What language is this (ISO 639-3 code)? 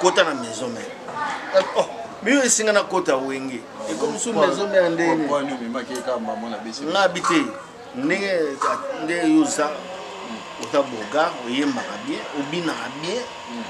lin